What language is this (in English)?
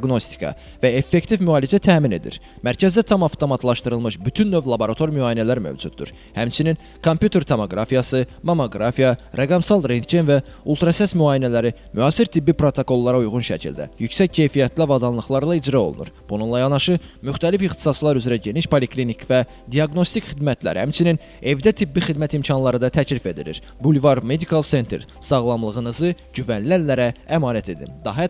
Azerbaijani